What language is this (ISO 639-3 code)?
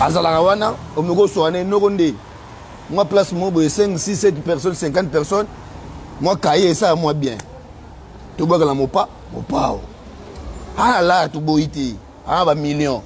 lin